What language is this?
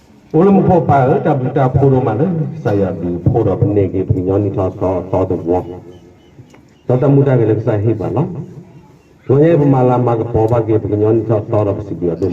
S'gaw Karen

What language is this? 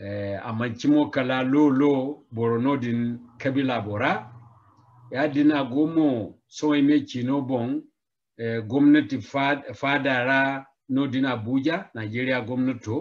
Zarma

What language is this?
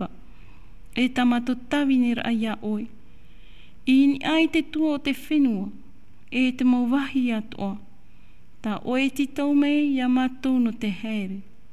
Tahitian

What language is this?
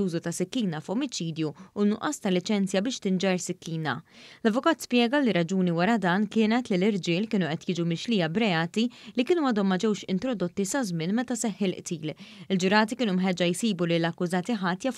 Maltese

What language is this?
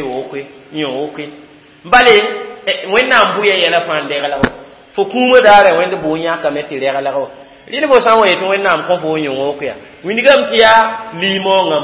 Mossi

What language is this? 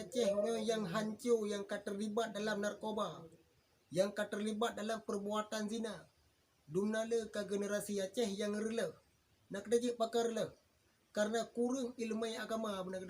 Achinese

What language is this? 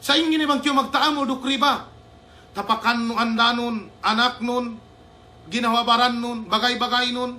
Yakan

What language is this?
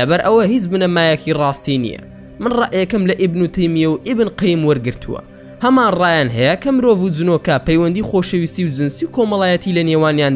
Central Kurdish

